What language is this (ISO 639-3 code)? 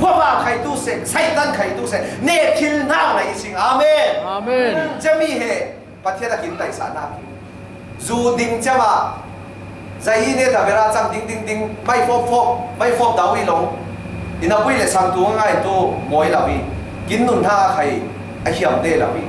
cfm